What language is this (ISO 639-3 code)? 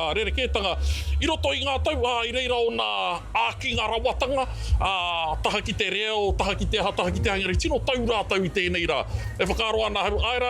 mri